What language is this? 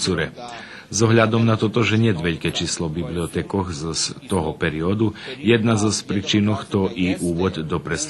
Rusyn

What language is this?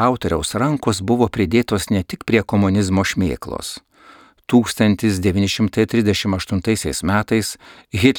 Lithuanian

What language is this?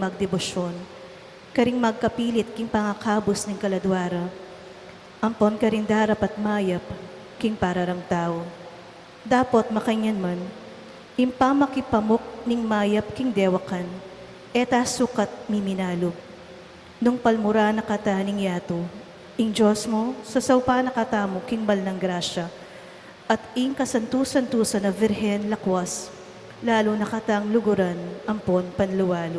Pampanga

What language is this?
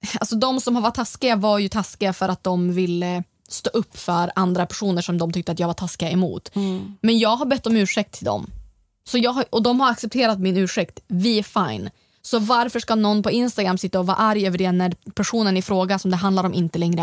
Swedish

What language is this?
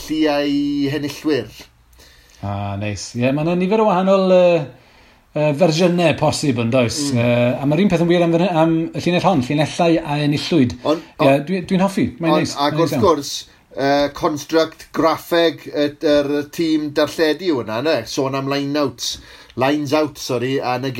Welsh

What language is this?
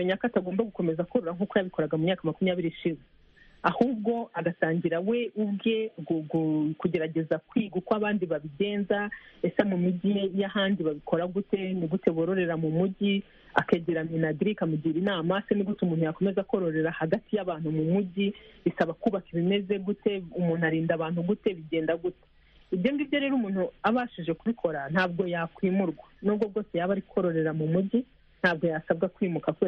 Kinyarwanda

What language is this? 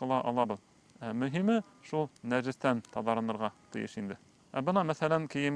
Bashkir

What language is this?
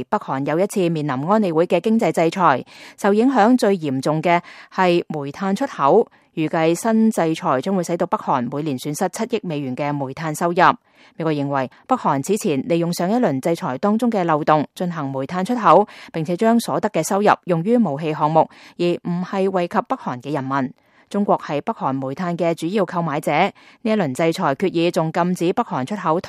Cantonese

